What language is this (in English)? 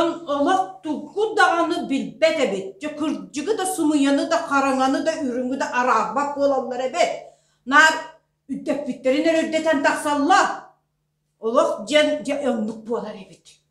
Yakut